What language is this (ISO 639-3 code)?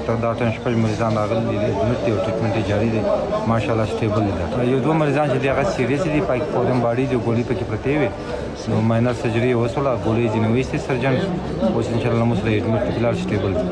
pus